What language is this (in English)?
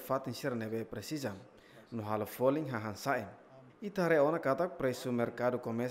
Tetum